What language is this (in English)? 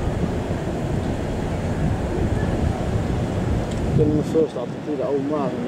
Dutch